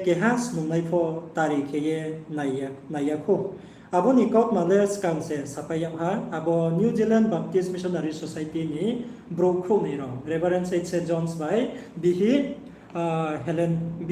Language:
Riang (India)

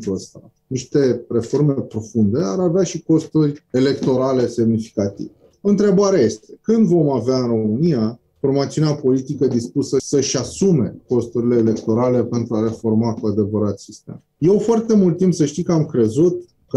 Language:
Romanian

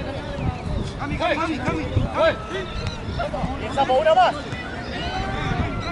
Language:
Spanish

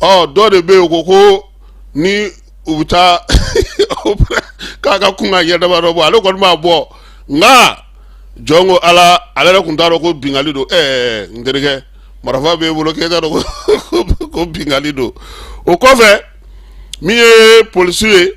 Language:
Bambara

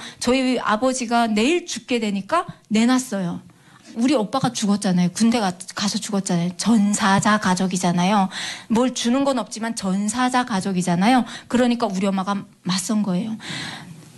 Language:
Korean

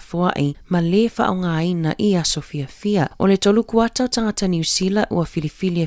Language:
Samoan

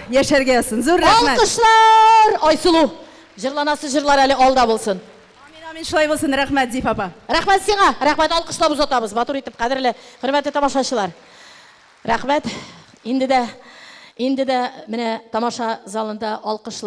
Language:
Tatar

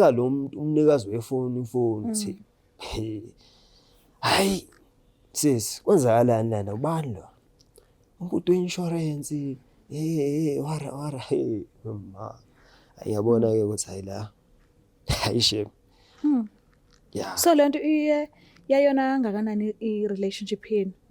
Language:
Zulu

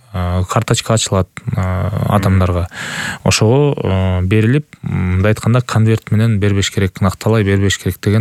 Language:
Kyrgyz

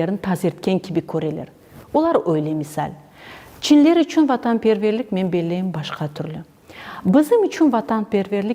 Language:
Crimean Tatar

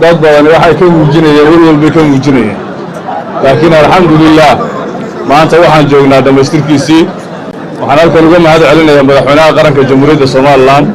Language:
Somali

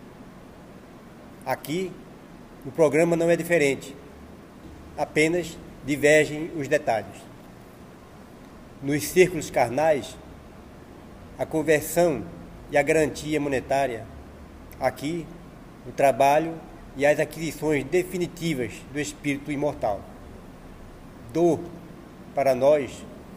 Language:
Portuguese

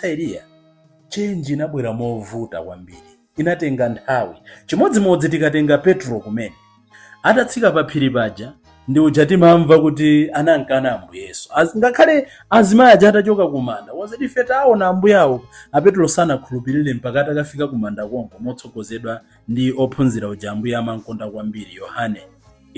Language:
Nyanja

